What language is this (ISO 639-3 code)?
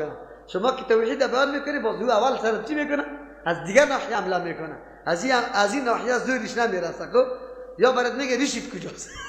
fas